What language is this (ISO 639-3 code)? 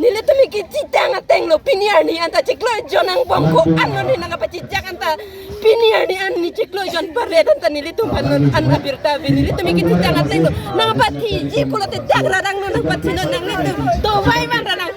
mjw